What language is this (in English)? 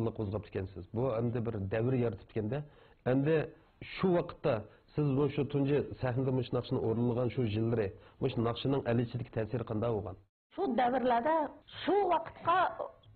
Uyghur